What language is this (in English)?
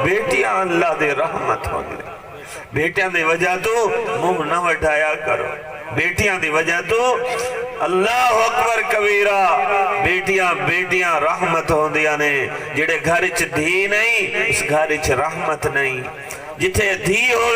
Saraiki